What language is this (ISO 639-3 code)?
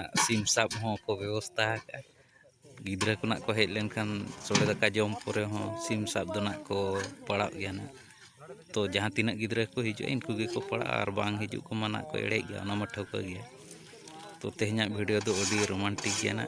sat